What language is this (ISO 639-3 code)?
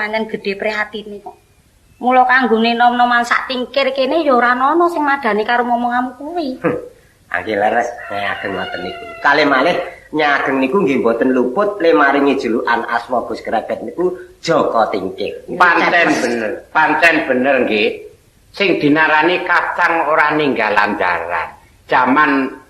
jav